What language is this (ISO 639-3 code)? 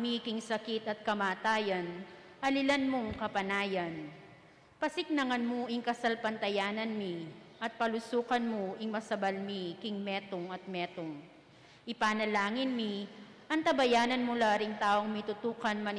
pam